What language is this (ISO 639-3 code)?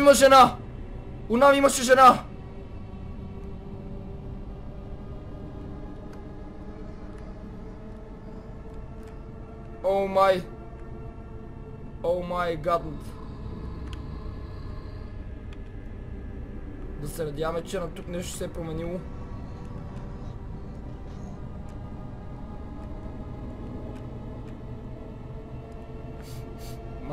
bul